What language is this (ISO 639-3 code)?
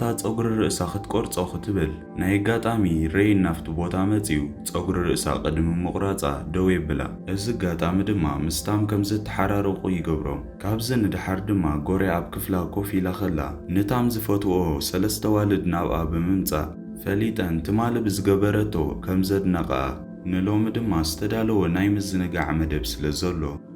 tir